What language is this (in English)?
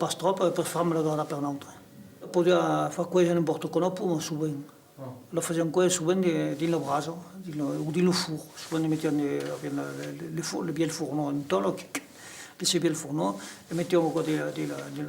Occitan